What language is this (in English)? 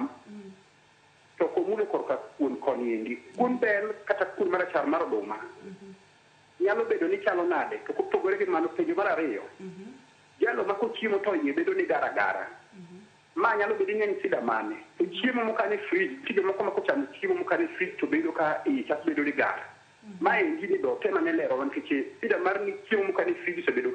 Luo (Kenya and Tanzania)